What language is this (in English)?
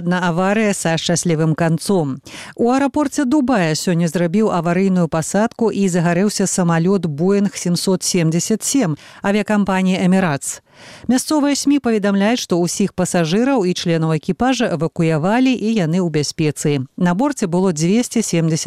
Belarusian